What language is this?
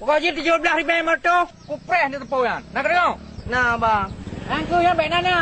Achinese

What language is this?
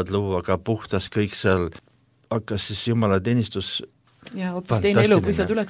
Estonian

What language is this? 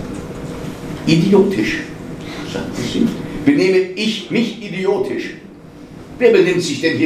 German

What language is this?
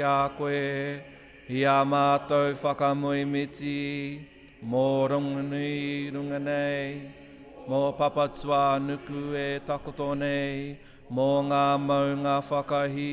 Māori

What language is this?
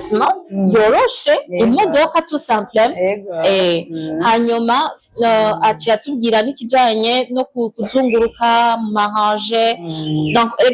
Rundi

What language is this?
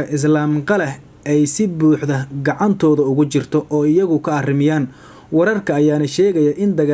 Somali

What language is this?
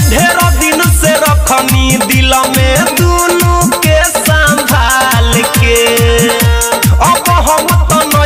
Bhojpuri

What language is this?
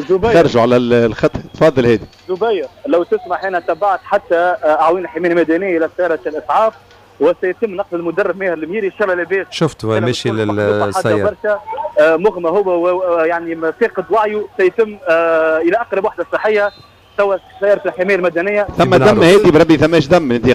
Tunisian Arabic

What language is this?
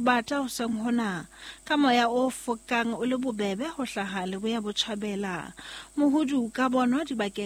Southern Sotho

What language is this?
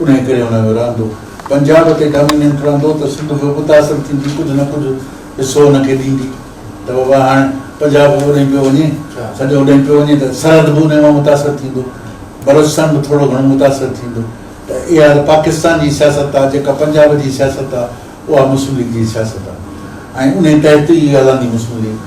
Sindhi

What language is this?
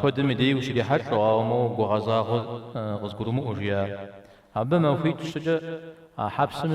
Kabardian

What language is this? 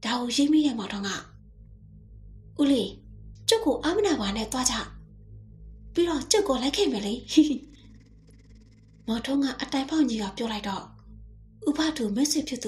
Burmese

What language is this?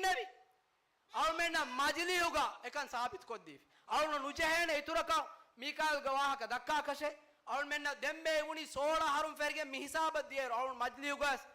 Divehi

